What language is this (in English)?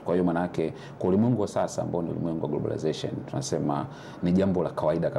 Swahili